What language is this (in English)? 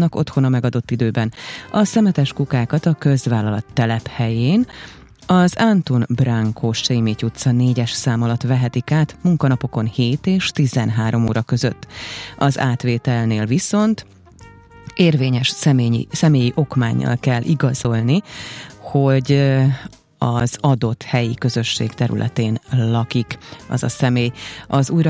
Hungarian